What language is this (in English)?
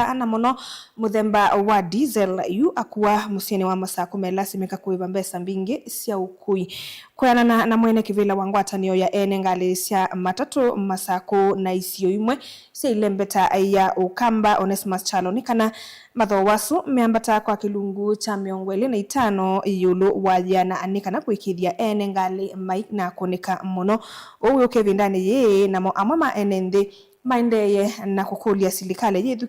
Kamba